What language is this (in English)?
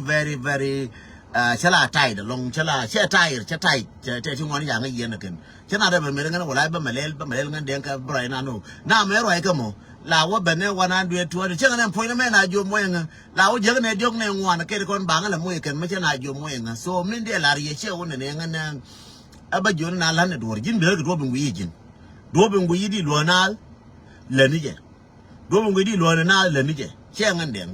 Nuer